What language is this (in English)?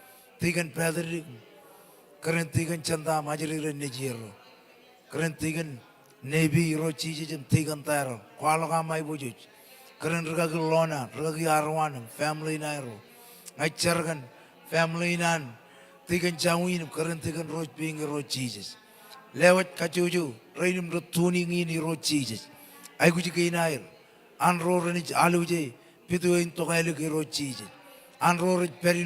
Marshallese